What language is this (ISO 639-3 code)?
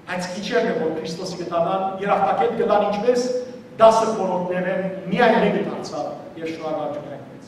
hyw